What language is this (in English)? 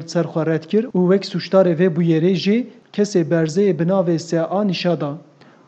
Kurdish